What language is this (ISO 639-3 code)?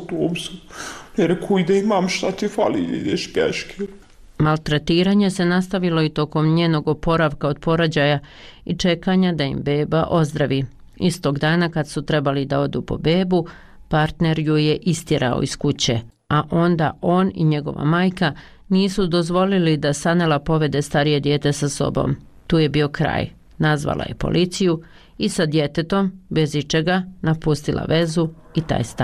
bos